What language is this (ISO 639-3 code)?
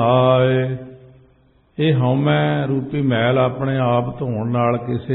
pan